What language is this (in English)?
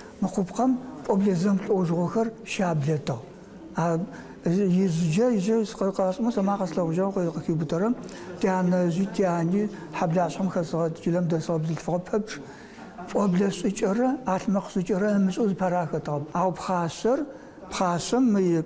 Adyghe